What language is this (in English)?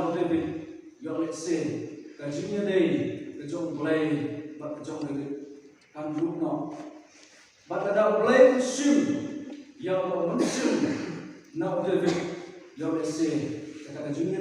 Khasi